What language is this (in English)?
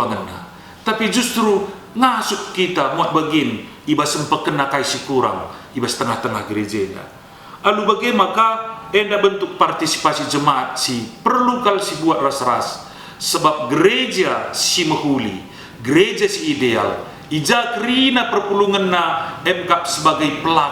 Batak Karo